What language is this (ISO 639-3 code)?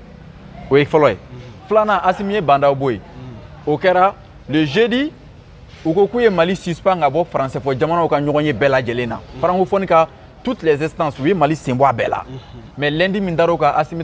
bam